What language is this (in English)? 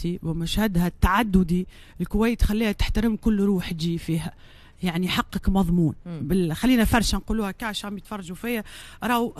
Tunisian Arabic